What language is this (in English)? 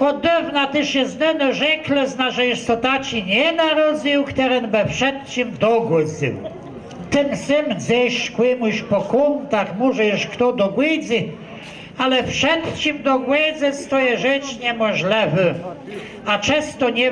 Kashubian